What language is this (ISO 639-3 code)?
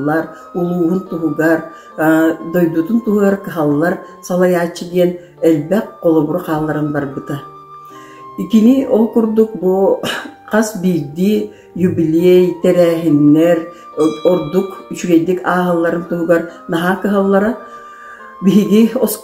sah